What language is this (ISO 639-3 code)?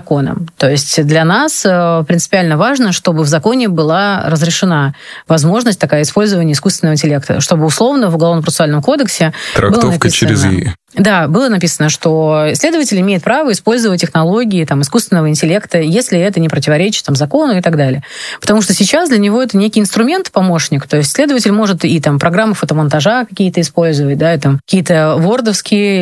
rus